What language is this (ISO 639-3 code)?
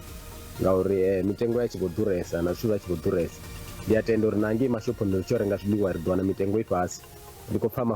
ven